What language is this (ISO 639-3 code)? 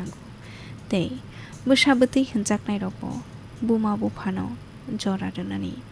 trp